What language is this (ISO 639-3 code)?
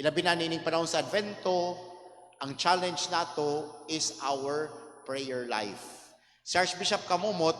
ceb